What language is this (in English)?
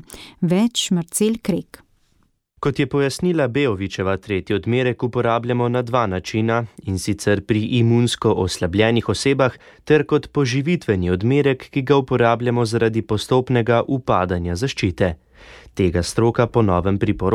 Slovenian